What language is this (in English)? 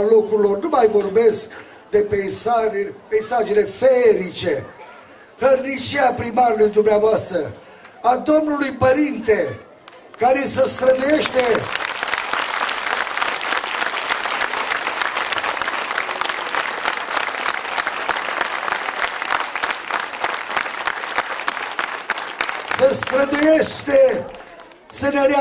Romanian